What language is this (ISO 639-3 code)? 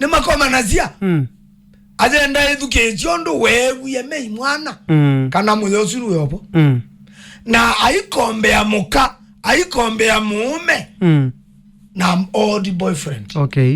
kam